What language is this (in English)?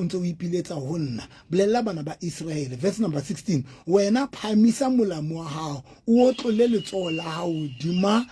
Southern Sotho